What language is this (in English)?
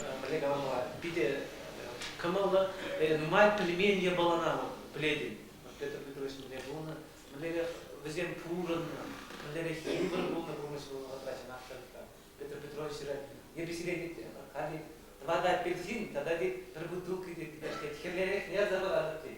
Chuvash